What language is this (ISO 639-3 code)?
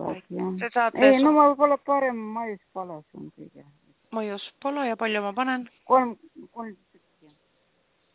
est